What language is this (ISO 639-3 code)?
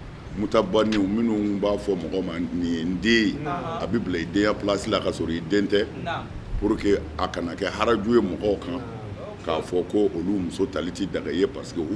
bam